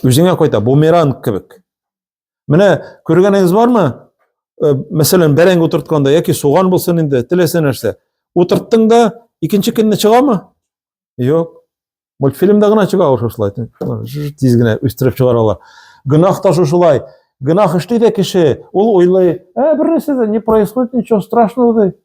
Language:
Tatar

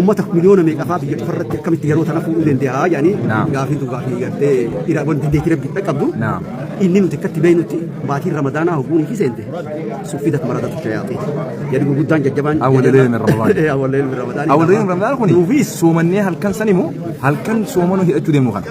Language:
Oromo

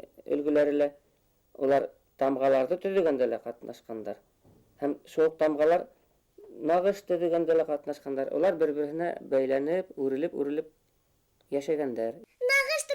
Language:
Bashkir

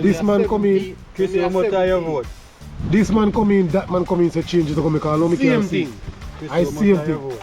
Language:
Jamaican Creole English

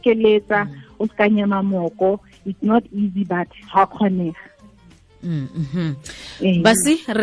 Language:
Tswana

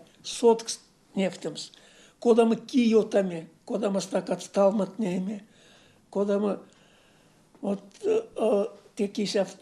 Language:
Erzya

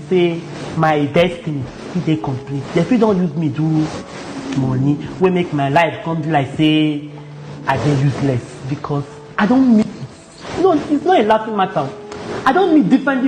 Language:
Nigerian Pidgin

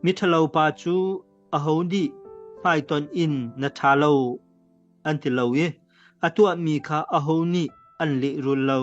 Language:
Hakha Chin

